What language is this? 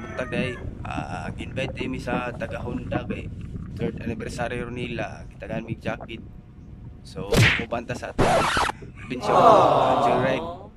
Cebuano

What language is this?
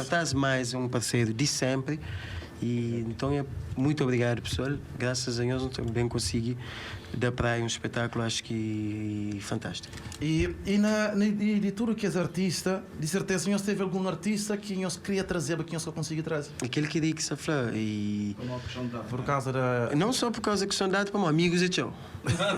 Kabuverdianu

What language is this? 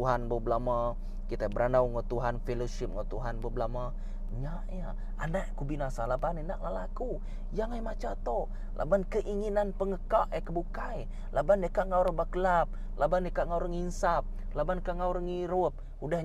Iban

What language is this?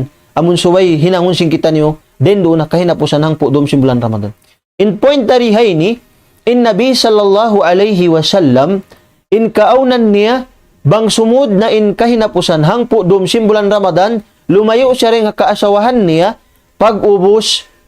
Tausug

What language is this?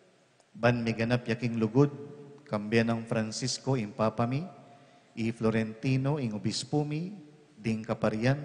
Pampanga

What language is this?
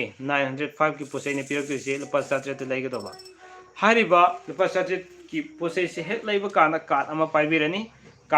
Manipuri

